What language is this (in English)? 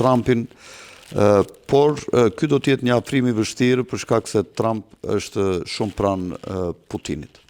Albanian